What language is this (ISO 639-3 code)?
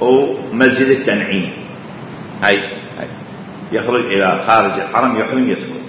acm